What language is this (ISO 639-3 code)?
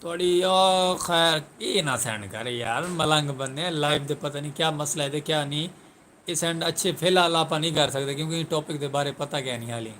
skr